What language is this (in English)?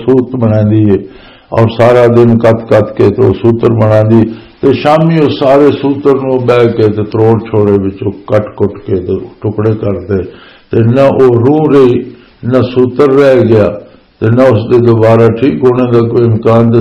Western Panjabi